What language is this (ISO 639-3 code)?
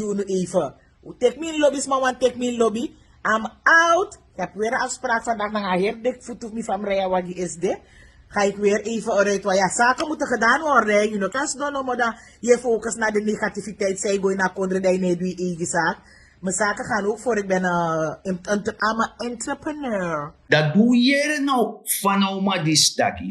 srn